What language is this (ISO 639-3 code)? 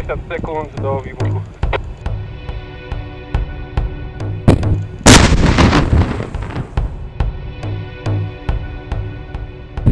slk